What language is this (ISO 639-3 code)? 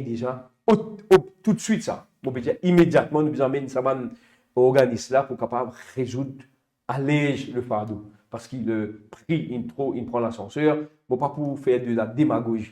mfe